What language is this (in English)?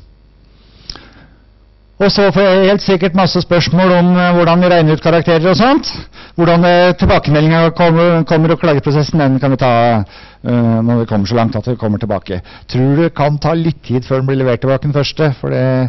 Norwegian